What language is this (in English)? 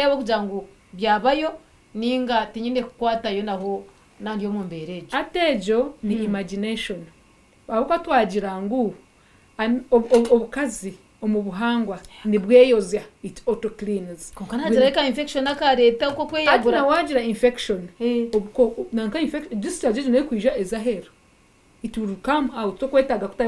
Nyankole